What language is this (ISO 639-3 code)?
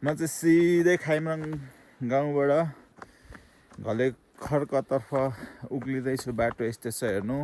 nep